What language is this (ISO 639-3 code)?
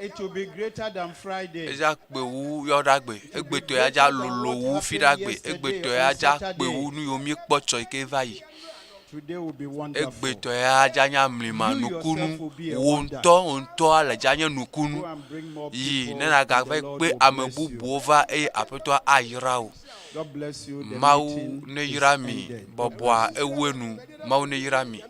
ewe